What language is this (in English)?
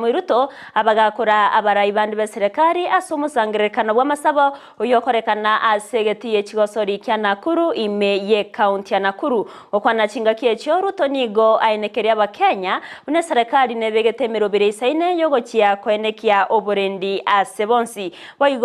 Gusii